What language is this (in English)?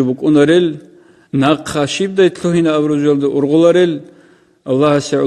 Avaric